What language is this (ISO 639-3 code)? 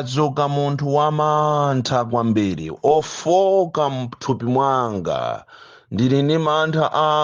nya